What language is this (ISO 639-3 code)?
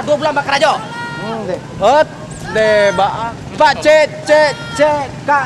min